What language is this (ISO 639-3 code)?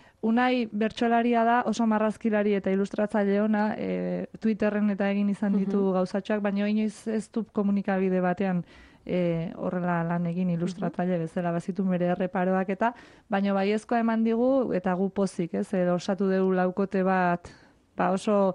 eus